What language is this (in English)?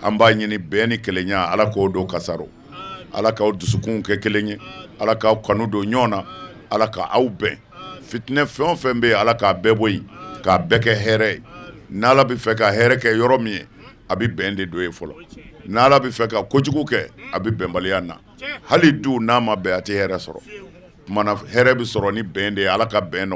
Bambara